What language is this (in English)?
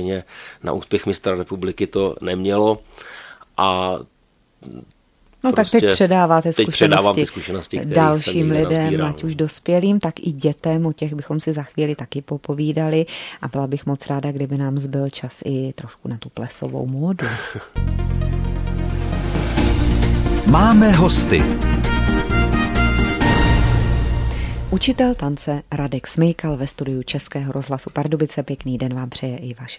Czech